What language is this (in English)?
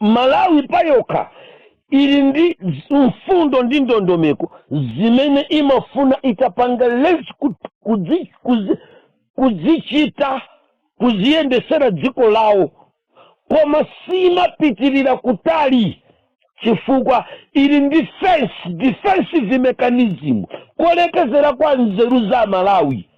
Nyanja